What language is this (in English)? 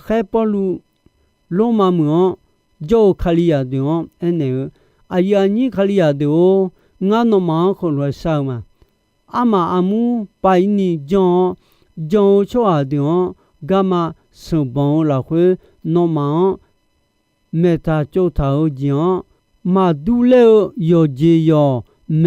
Akha